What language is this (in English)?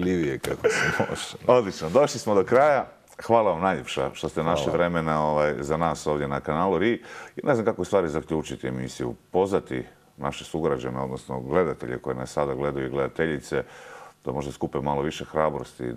Croatian